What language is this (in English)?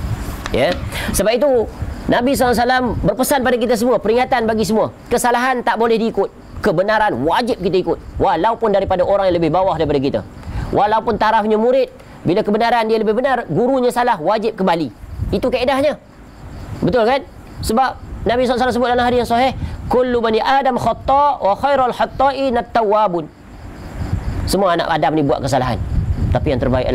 Malay